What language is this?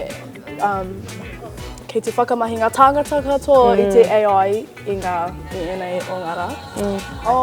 Māori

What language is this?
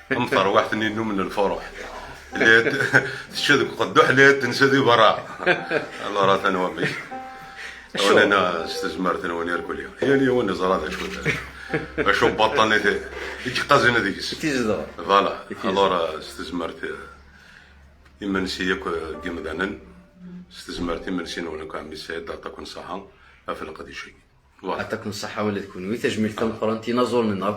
Kabyle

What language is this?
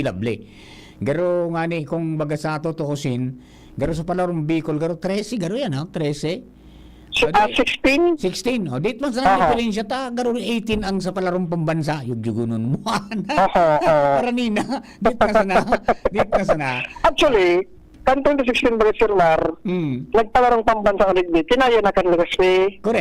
Bikol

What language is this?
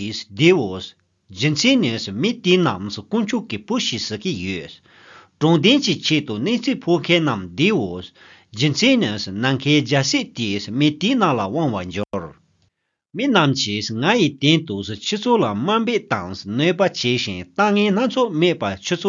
Tibetan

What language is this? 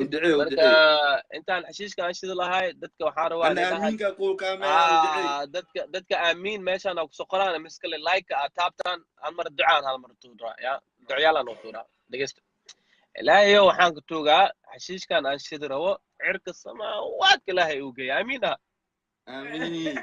Somali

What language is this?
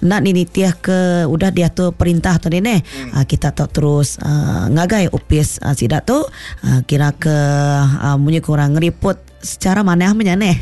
Iban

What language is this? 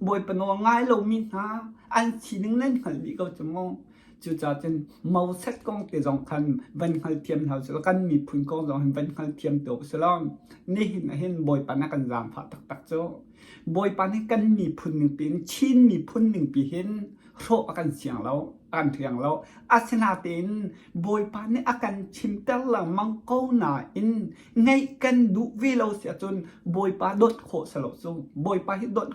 Hakha Chin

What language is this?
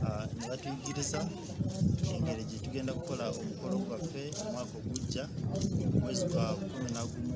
Nyankole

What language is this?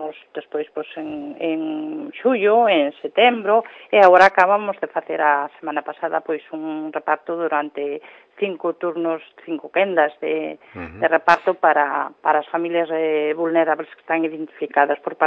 Galician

